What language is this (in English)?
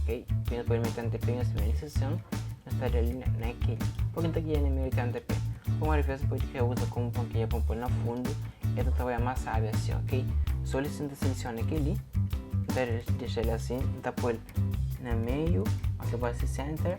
Kabuverdianu